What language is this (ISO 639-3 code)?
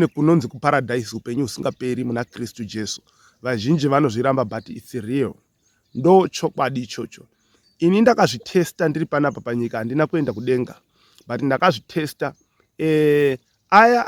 sna